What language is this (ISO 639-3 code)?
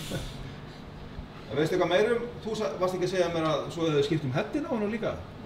isl